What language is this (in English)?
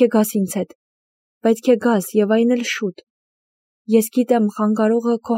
Armenian